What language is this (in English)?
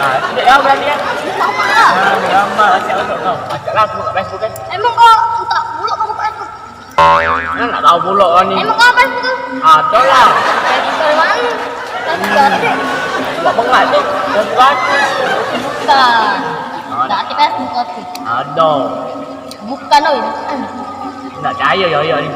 Musi